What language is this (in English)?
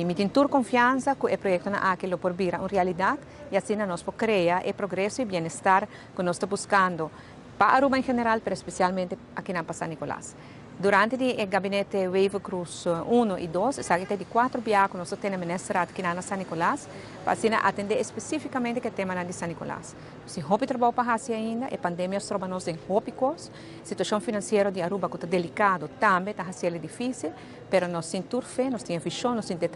Papiamento